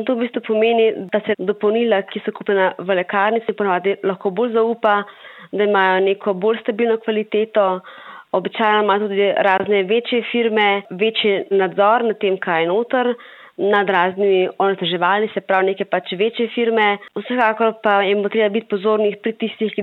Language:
Slovenian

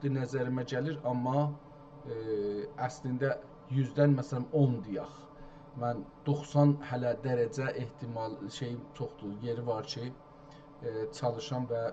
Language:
South Azerbaijani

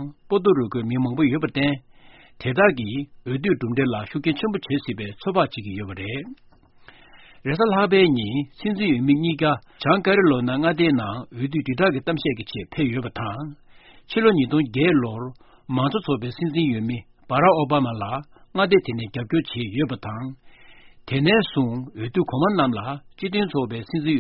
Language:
Tibetan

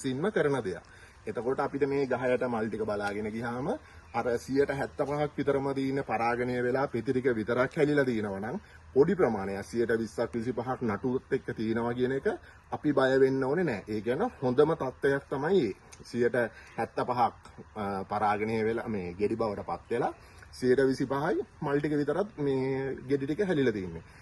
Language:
Sinhala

